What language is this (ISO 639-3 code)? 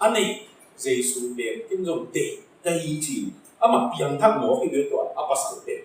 ctd